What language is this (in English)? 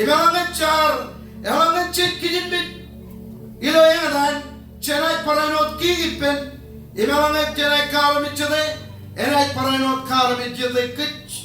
Marshallese